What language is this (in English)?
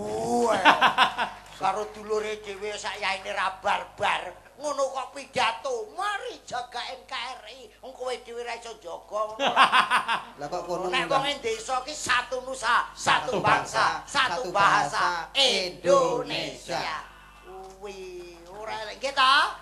Javanese